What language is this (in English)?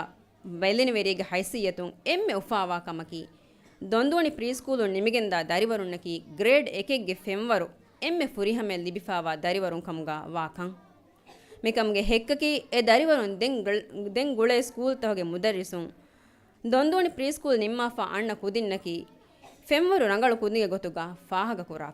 Divehi